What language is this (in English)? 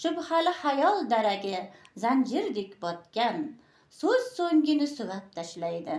Uzbek